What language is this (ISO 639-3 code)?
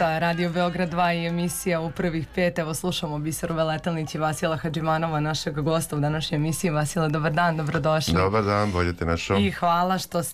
srp